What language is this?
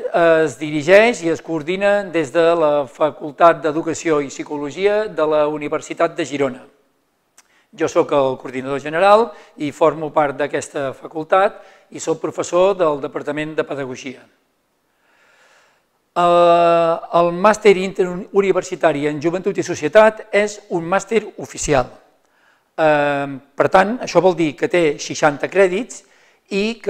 Catalan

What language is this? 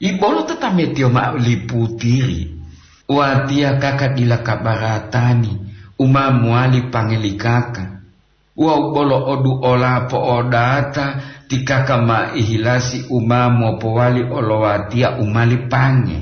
Gorontalo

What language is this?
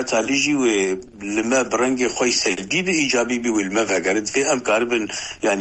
Kurdish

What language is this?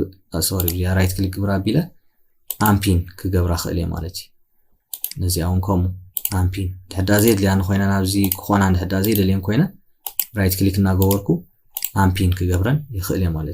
Tigrinya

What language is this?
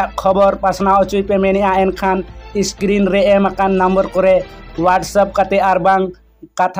Santali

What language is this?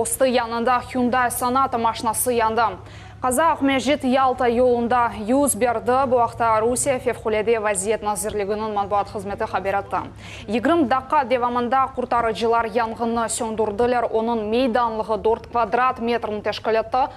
Crimean Tatar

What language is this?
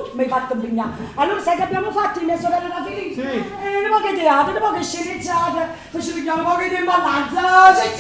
Neapolitan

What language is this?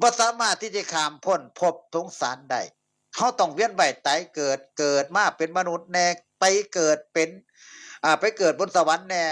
Northeastern Thai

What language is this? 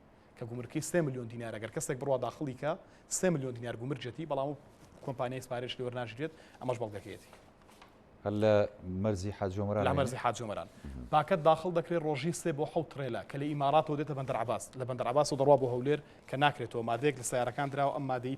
Central Kurdish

